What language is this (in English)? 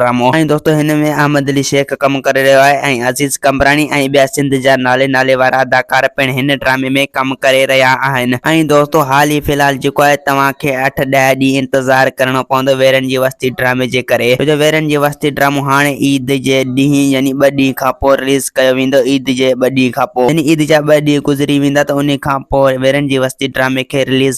Sindhi